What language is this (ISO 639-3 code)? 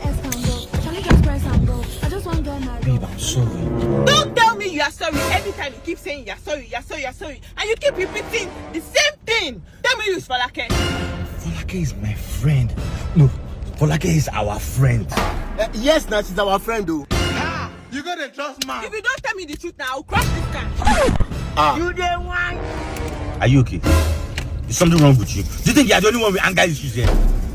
pcm